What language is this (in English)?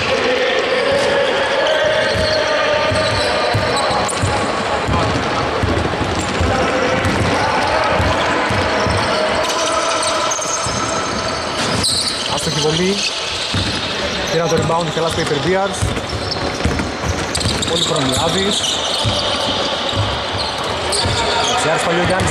Greek